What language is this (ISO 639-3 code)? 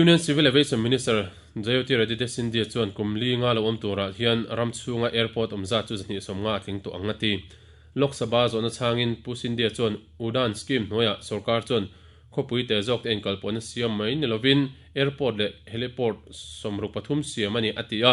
lus